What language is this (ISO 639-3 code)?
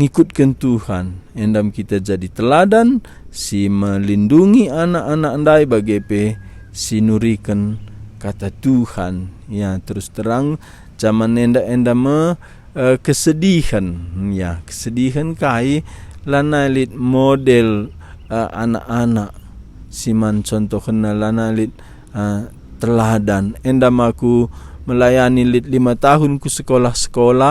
btx